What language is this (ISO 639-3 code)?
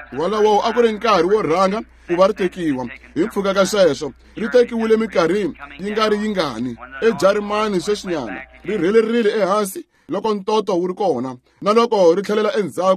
tso